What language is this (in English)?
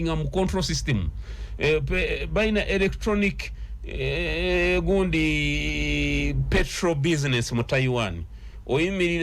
Ganda